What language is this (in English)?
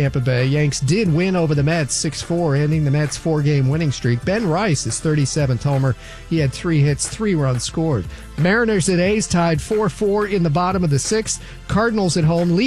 English